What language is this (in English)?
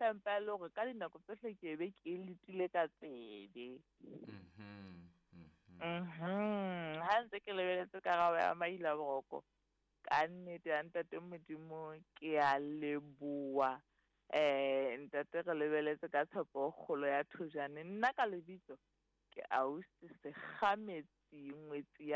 Southern Sotho